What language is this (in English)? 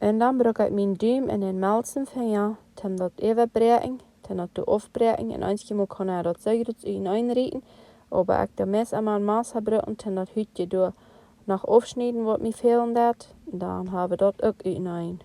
Plautdietsch